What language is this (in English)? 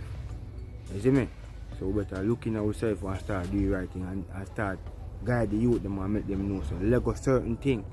Jamaican Creole English